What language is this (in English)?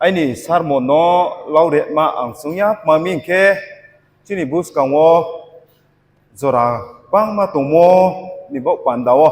Riang (India)